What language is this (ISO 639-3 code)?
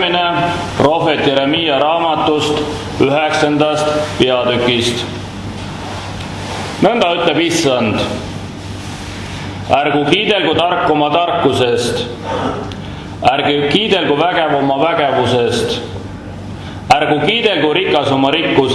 est